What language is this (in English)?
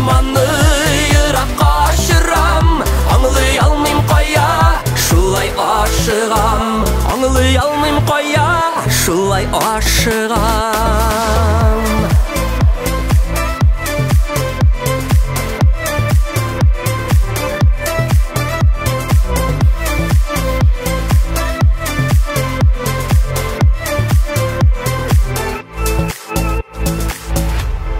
Tatar